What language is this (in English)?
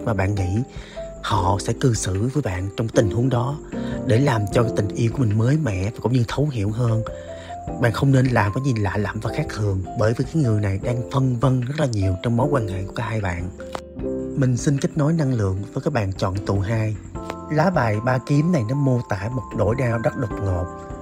Vietnamese